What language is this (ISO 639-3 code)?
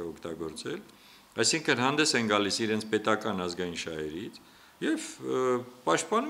hye